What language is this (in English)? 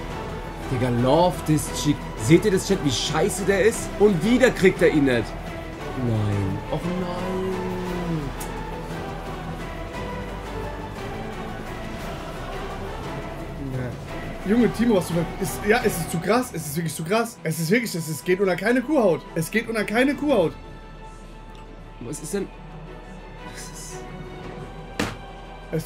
German